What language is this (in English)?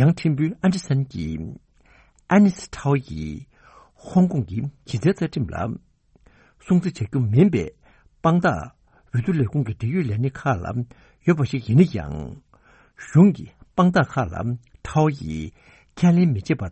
Tibetan